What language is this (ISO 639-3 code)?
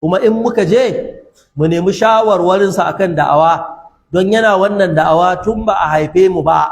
hau